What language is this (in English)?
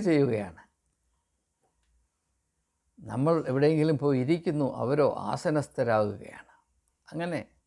Malayalam